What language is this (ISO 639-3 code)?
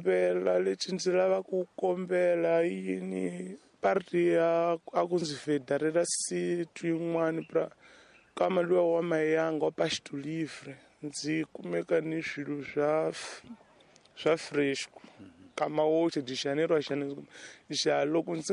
tso